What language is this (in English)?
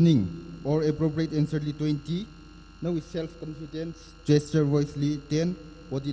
Tangkhul Naga (India)